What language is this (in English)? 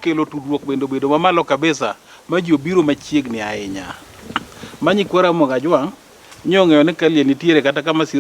Luo (Kenya and Tanzania)